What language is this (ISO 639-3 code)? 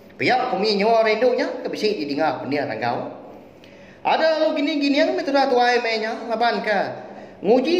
iba